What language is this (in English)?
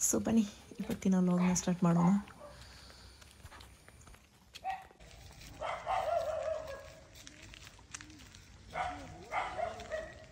Kannada